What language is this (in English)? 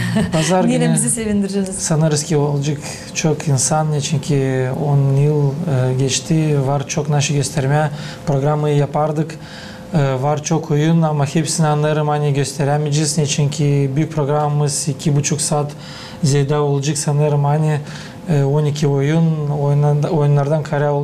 Gagauz